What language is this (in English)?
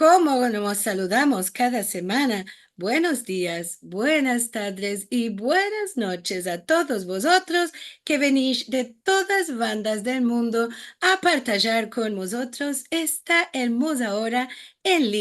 Ladino